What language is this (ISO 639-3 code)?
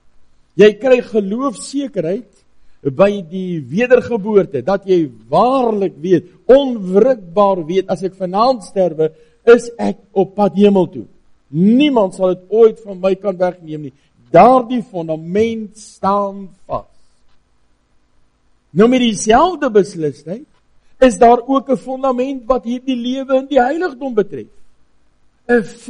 afr